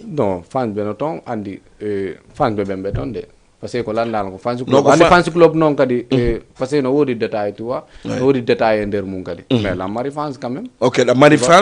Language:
Fula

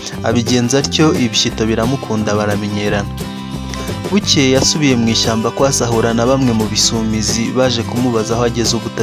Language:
Kinyarwanda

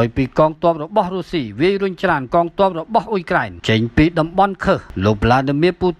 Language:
Khmer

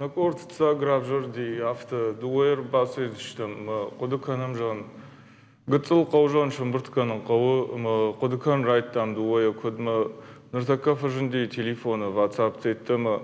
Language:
Ossetic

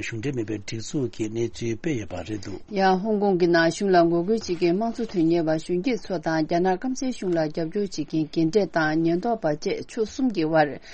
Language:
Tibetan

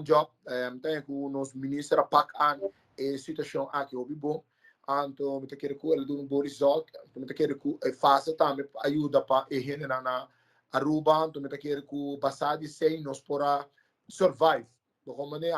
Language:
Papiamento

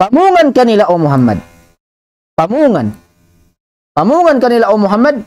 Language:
Tausug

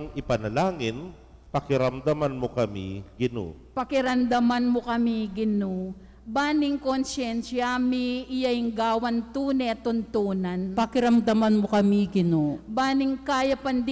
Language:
Pampanga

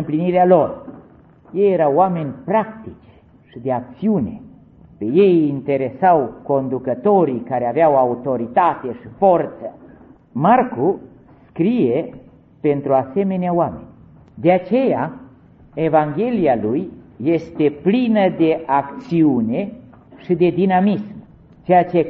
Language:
Romanian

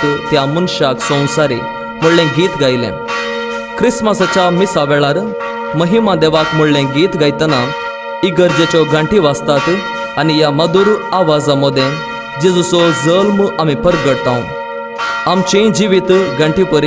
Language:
Konkani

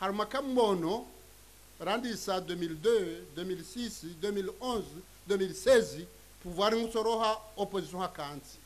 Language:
Ngazidja Comorian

